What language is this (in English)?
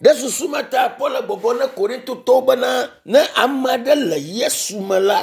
Ewe